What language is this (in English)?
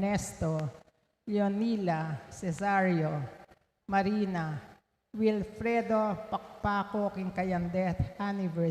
Pampanga